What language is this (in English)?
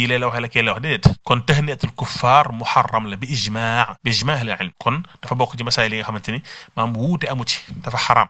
Wolof